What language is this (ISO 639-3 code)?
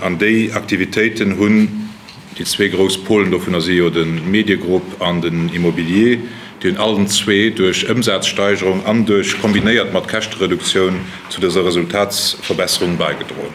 ltz